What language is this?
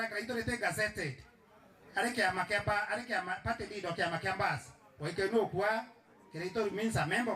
Meru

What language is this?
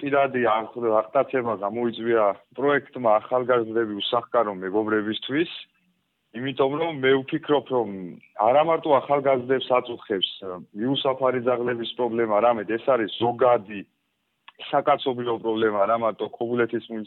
Georgian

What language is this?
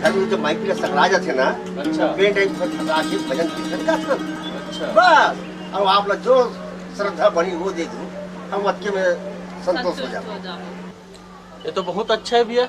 Chhattisgarhi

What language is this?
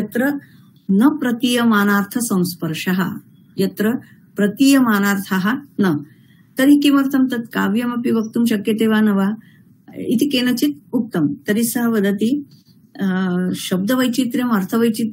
Sanskrit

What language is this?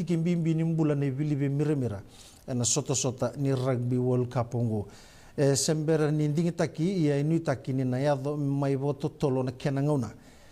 Fijian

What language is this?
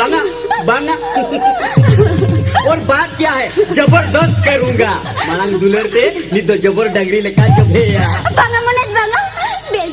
Santali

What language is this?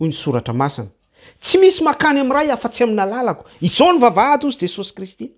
Malagasy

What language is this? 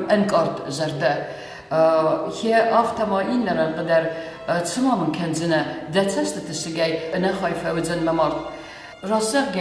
Ossetic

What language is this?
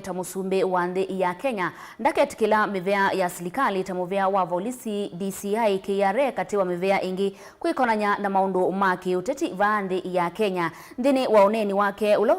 Kamba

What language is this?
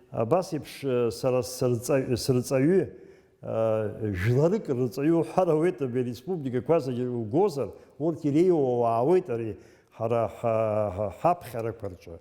Abkhazian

